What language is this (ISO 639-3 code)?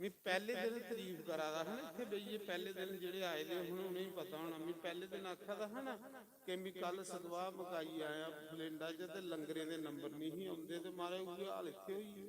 doi